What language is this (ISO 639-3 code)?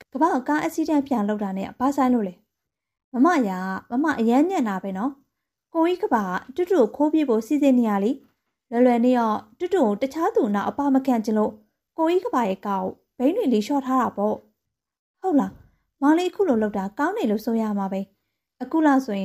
mya